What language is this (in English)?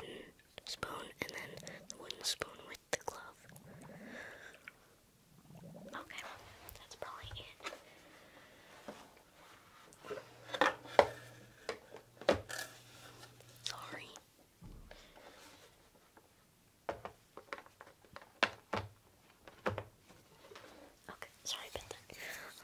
English